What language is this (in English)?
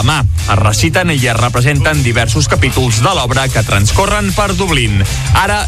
Catalan